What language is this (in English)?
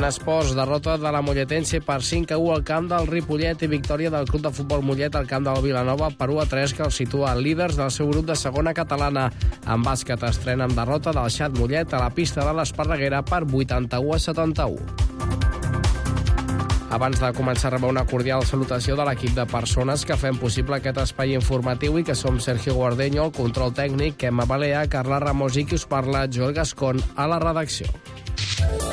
Catalan